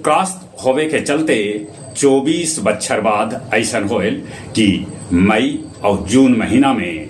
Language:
Magahi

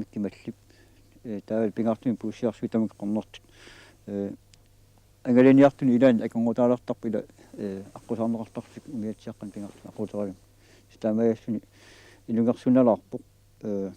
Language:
Kalaallisut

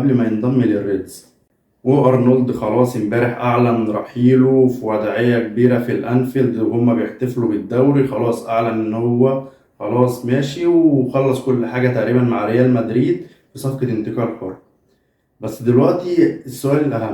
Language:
Egyptian Arabic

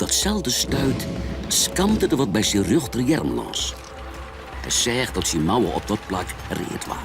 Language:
Western Frisian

